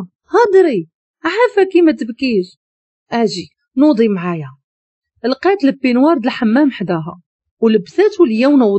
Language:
Moroccan Arabic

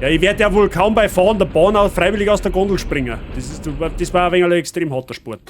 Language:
Bavarian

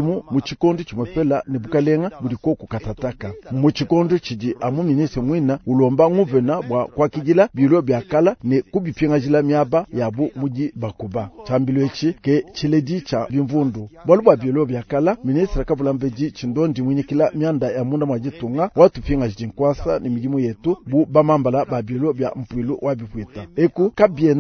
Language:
Luba-Lulua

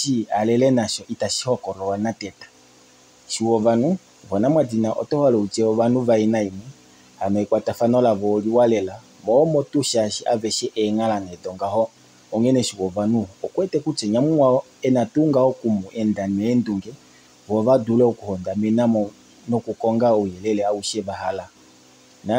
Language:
Kuanyama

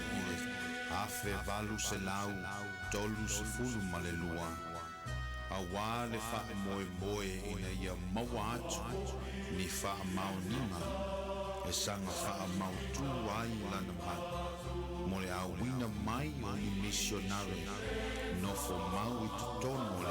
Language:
Samoan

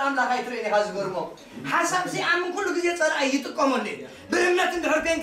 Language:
Tigrinya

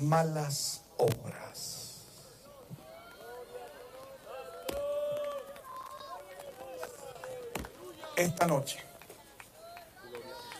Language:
Spanish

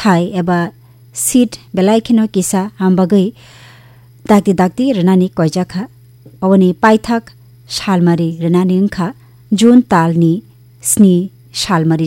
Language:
Kok Borok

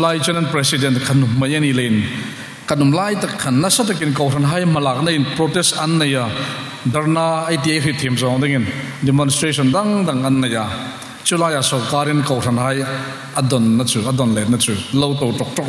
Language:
Hmar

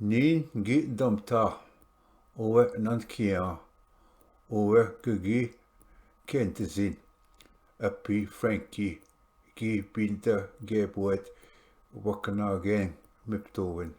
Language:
Ojibwa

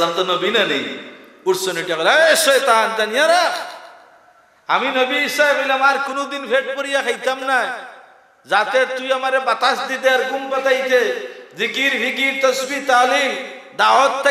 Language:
Sylheti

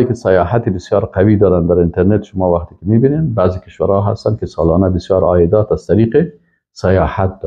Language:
Persian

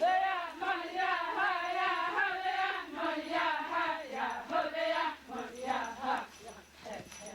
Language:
Xavánte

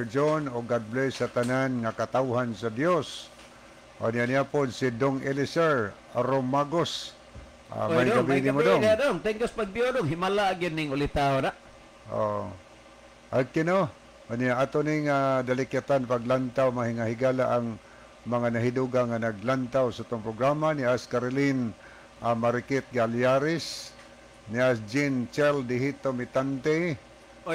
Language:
Cebuano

